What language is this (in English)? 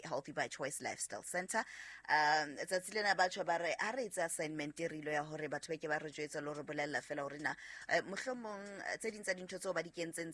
Southern Sotho